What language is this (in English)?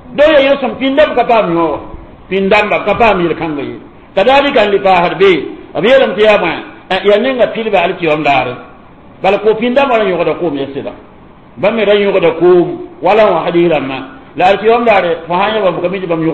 Mossi